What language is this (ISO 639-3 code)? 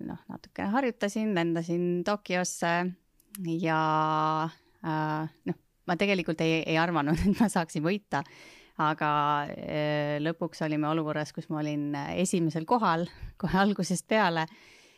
est